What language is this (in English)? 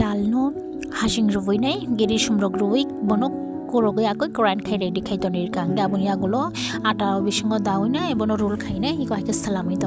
Kok Borok